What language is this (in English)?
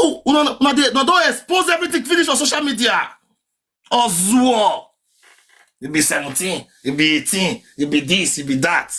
Nigerian Pidgin